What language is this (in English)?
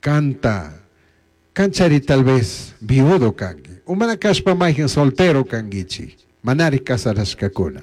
Chimborazo Highland Quichua